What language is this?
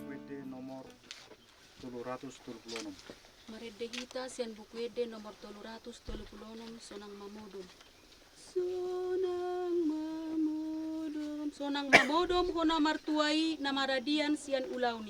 Batak Toba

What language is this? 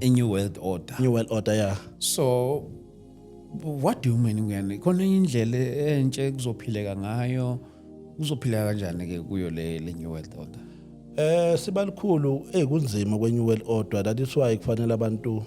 Zulu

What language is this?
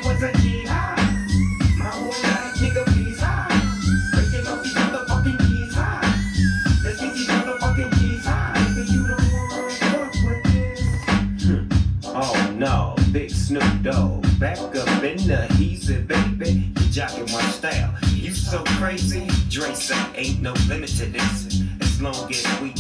English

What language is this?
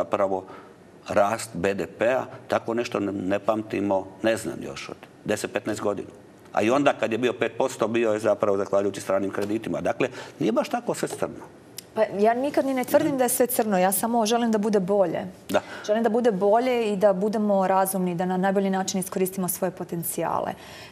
Croatian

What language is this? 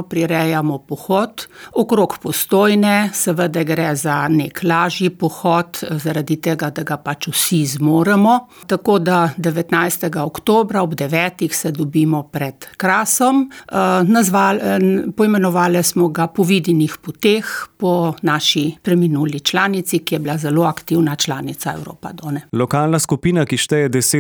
Slovenian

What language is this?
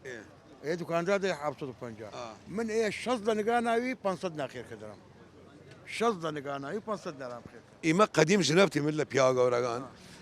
Southern Kurdish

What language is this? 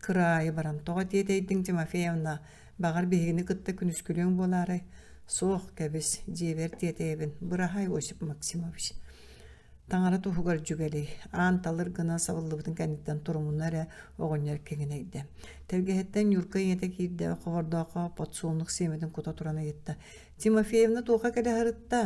Yakut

